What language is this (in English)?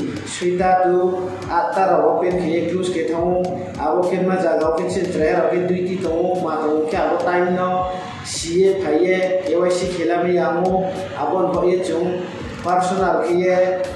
Riang (India)